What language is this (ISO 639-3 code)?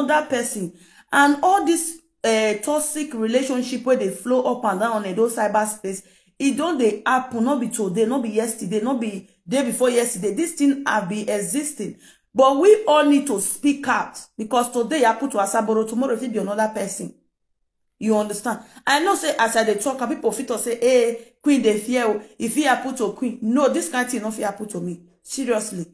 pcm